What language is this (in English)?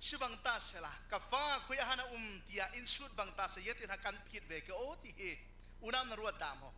Falam Chin